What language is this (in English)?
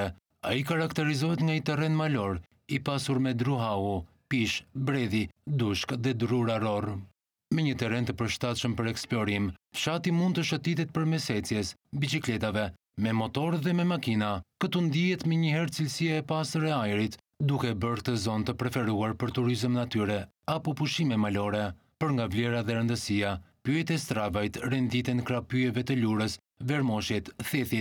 Albanian